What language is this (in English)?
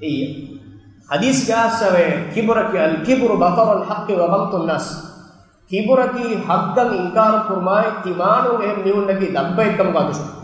Divehi